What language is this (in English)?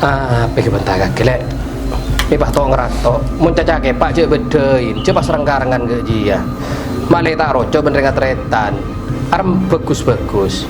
Madurese